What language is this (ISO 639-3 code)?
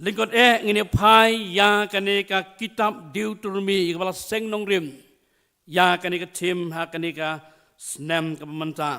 kha